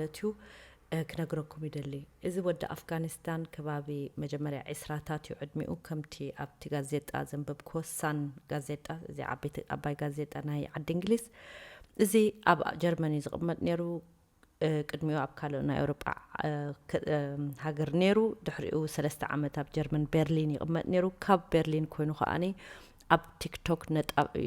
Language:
Tigrinya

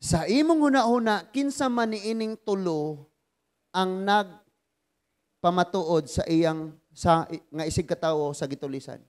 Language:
Cebuano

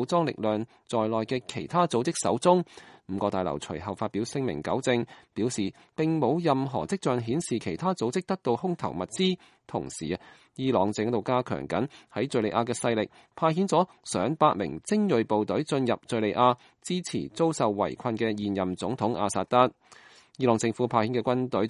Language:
Cantonese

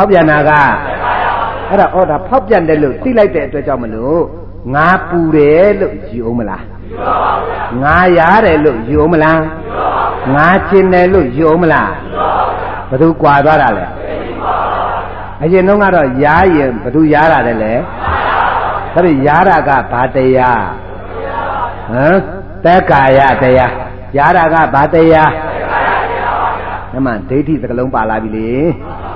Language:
Burmese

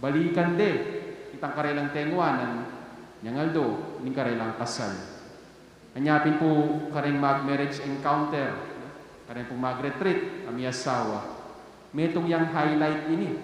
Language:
Pampanga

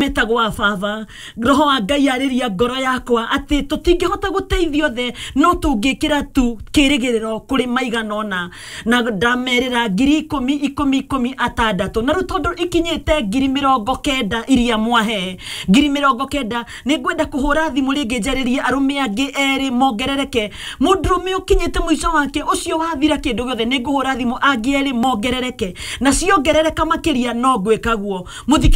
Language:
Kikuyu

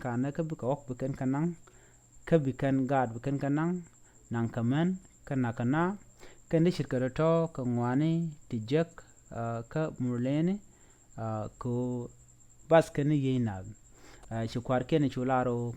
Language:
Nuer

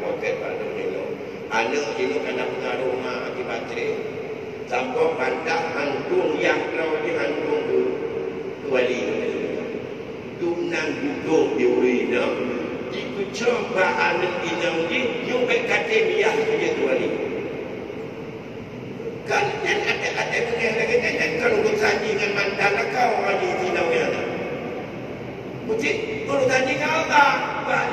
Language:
Malay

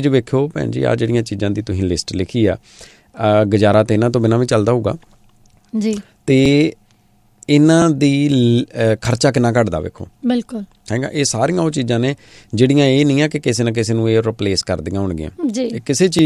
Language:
Punjabi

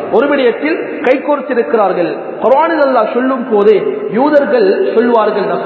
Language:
Tamil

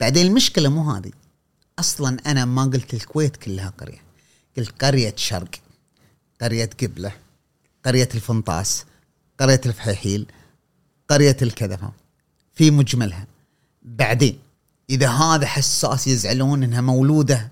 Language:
Gulf Arabic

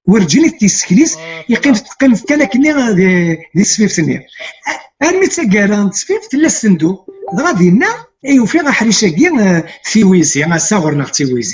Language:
Kabyle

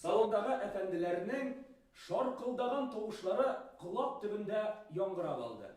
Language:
Tatar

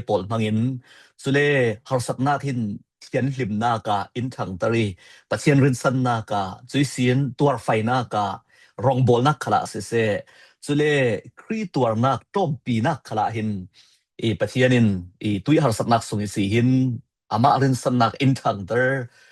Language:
Falam Chin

